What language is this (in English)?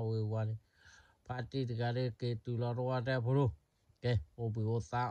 S'gaw Karen